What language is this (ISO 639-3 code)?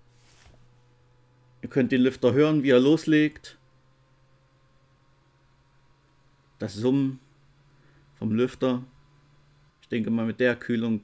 deu